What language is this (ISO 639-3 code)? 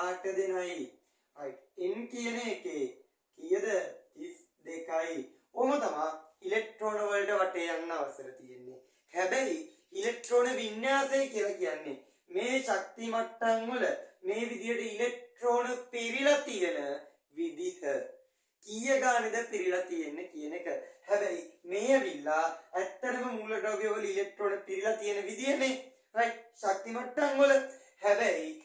sin